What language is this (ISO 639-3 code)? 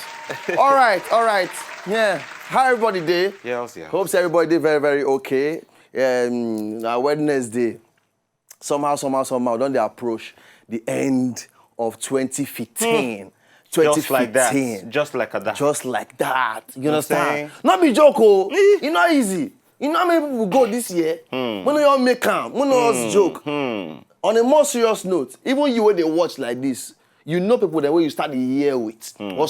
pcm